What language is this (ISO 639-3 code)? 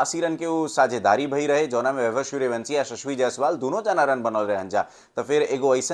bho